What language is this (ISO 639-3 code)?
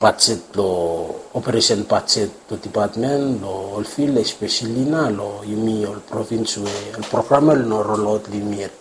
bis